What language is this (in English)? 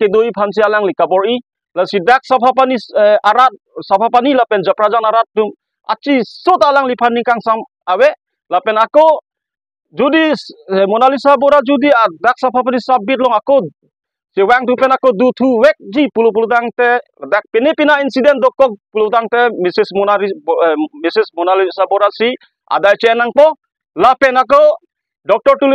Karbi